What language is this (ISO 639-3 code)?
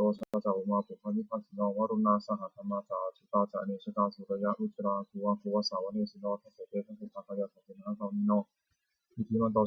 pli